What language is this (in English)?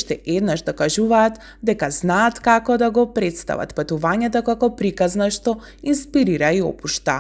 Macedonian